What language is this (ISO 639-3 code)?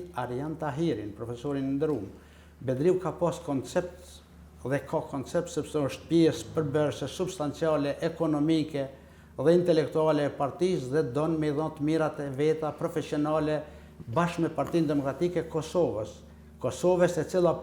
sqi